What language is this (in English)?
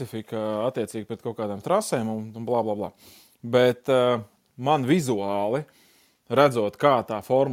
Latvian